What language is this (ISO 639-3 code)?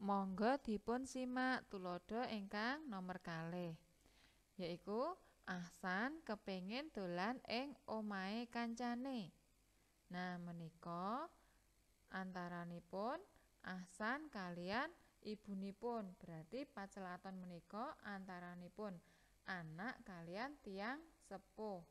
jav